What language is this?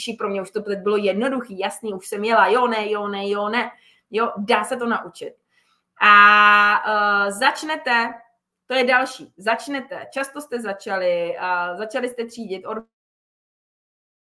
Czech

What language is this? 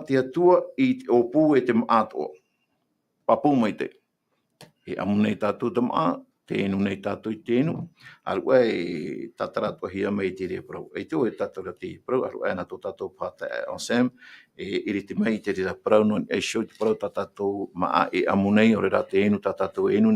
Tahitian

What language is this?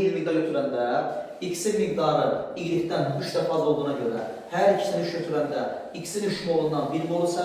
Azerbaijani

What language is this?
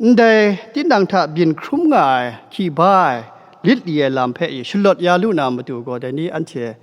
Kachin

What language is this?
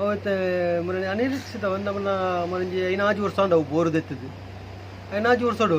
Tulu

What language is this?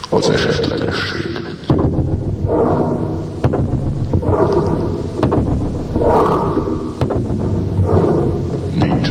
Hungarian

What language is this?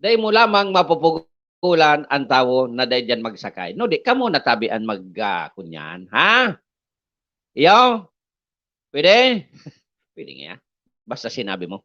Bikol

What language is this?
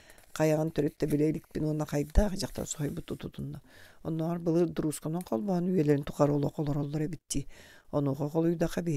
Yakut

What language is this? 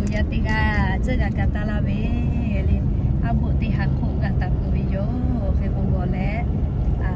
Lahu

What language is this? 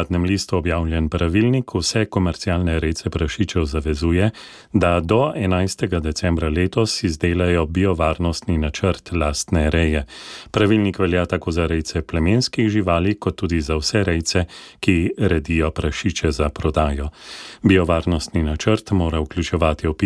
Slovenian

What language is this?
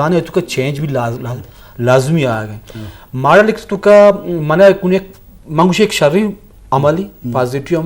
Eastern Balochi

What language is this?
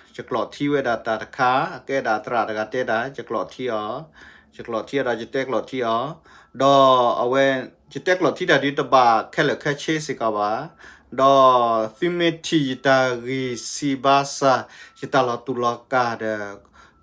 S'gaw Karen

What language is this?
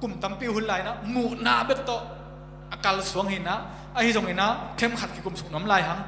Tedim Chin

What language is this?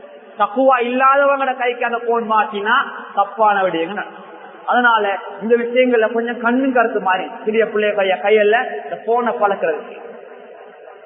Tamil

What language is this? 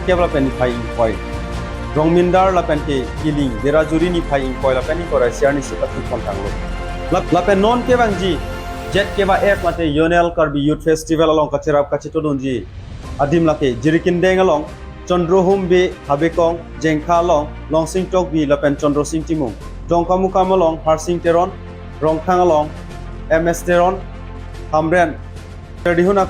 Karbi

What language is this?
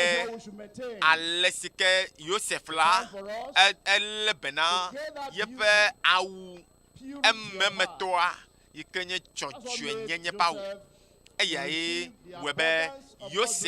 Ewe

